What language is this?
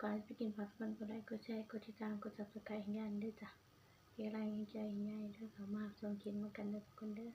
Northeastern Thai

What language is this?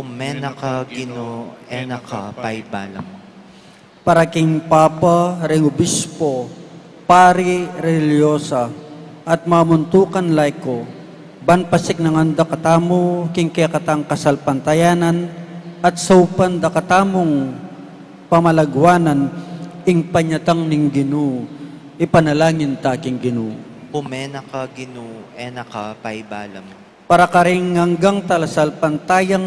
Pampanga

